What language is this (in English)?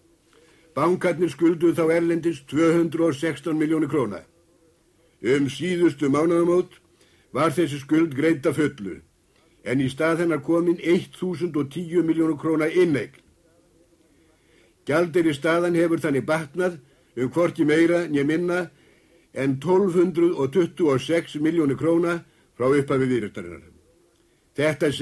Icelandic